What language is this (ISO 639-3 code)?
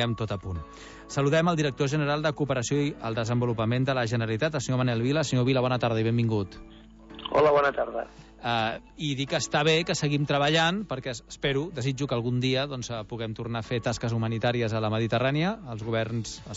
cat